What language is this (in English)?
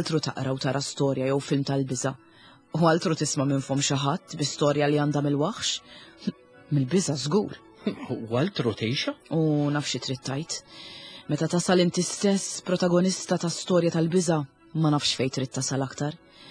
Maltese